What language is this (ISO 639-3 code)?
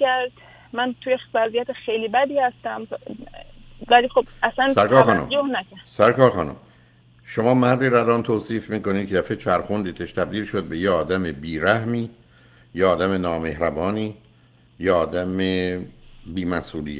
fas